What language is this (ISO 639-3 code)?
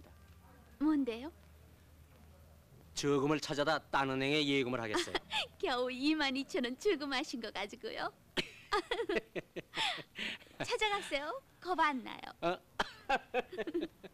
kor